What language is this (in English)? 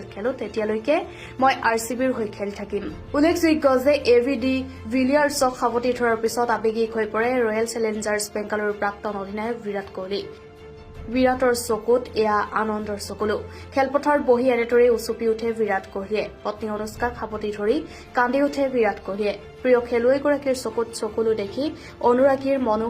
Assamese